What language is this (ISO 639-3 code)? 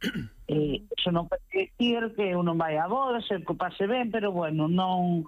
glg